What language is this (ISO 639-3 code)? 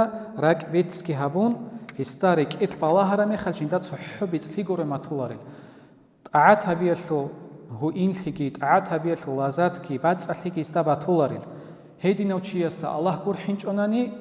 ava